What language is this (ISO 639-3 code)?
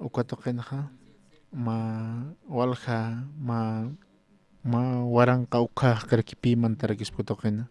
aym